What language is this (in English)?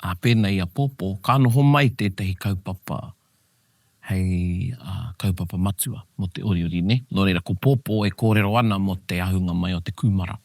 Māori